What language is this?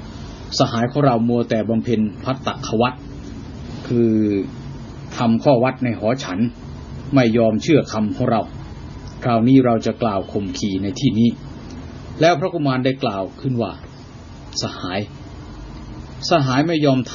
Thai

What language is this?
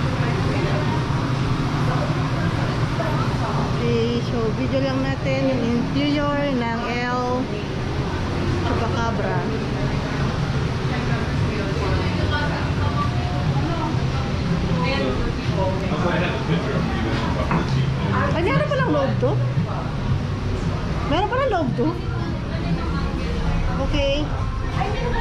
Filipino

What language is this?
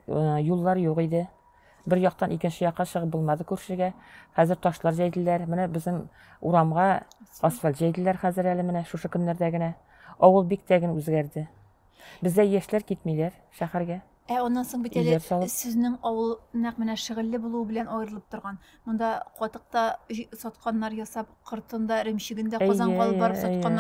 Tatar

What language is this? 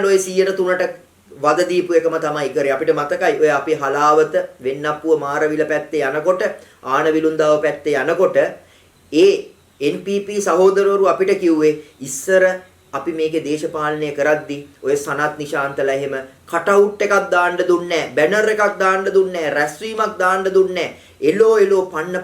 Sinhala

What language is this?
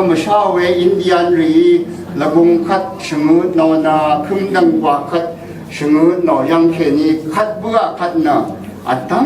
Rawang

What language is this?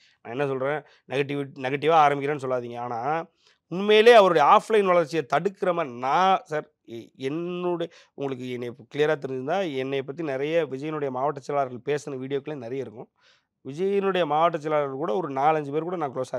Tamil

